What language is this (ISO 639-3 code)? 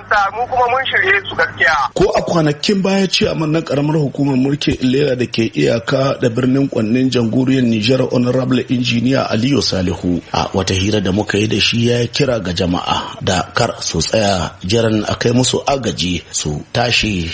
hau